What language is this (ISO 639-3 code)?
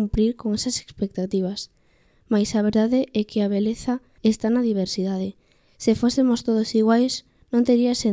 glg